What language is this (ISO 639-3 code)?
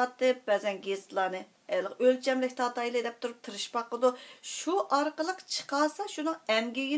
uig